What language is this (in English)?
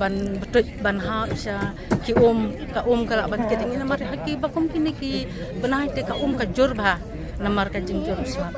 Khasi